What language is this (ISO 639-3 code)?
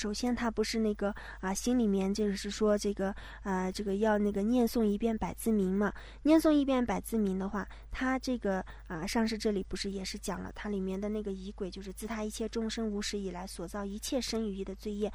zho